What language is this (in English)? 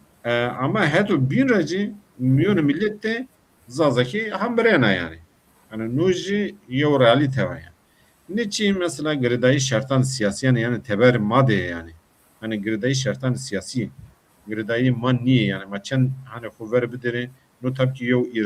Zaza